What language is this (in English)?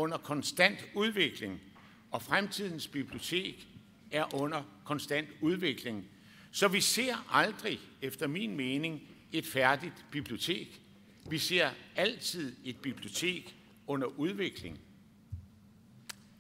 Danish